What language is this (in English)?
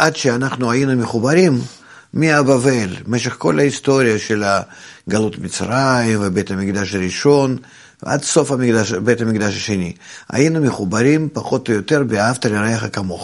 Hebrew